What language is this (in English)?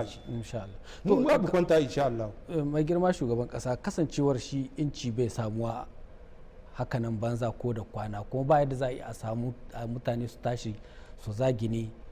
Hausa